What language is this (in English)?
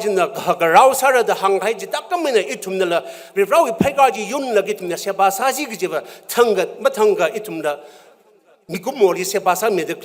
Tangkhul Naga (India)